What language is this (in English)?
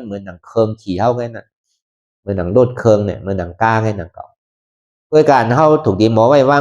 Shan